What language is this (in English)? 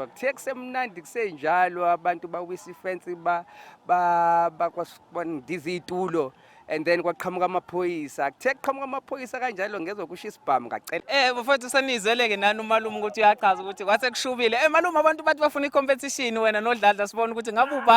Zulu